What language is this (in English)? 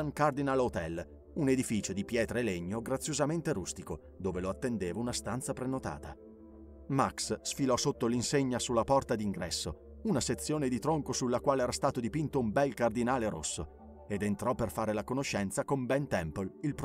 Italian